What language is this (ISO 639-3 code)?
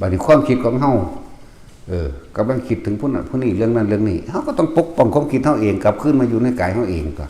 tts